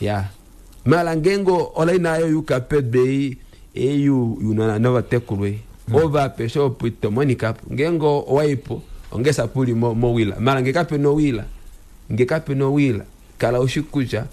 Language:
Kuanyama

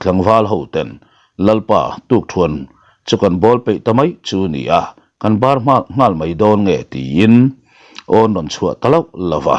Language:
Mizo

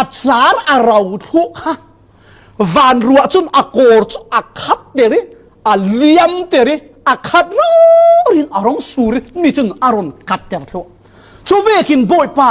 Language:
Falam Chin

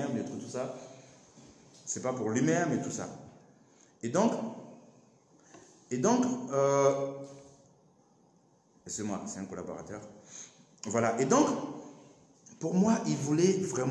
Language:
French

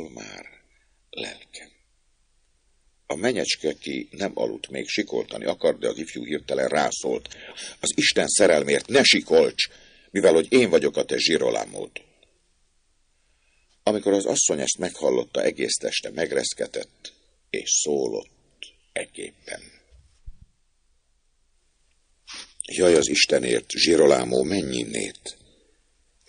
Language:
Hungarian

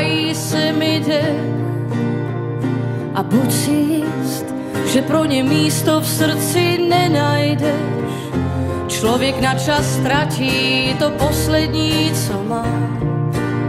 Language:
Czech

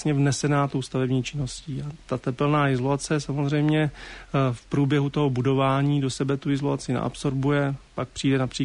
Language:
Czech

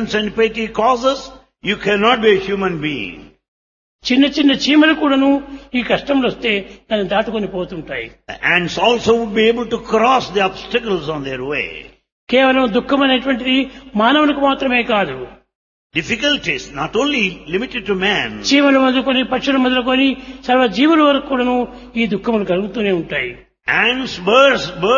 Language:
Telugu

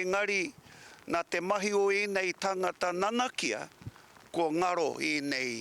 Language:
Māori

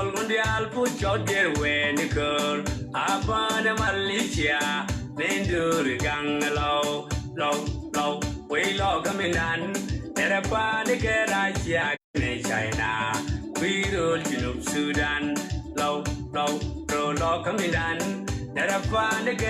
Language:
Nuer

